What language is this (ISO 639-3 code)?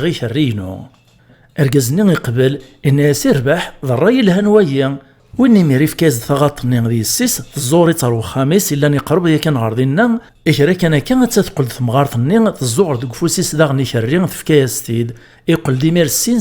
kab